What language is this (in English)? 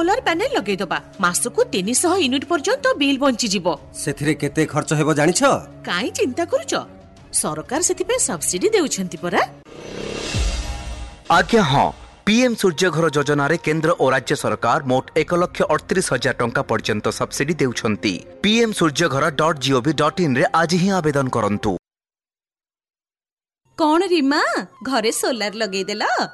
Odia